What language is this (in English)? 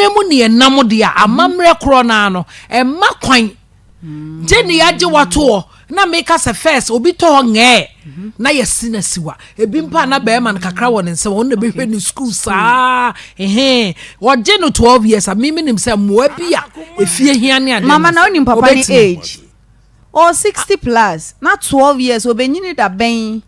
Akan